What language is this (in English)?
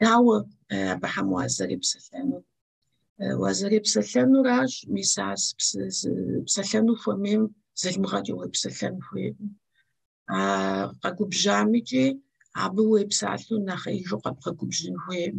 Kabardian